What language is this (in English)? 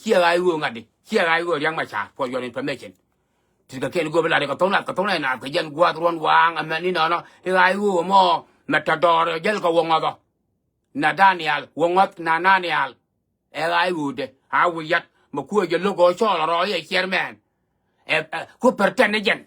Nuer